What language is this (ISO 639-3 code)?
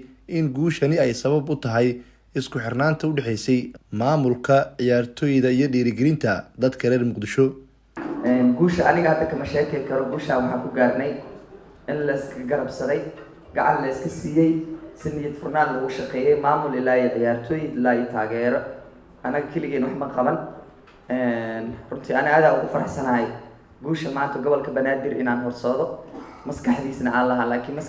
som